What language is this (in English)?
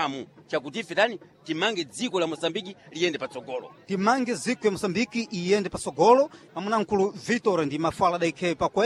Sena